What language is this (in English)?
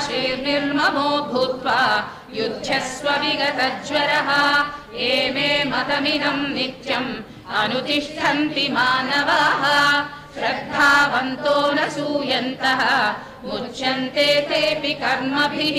Sanskrit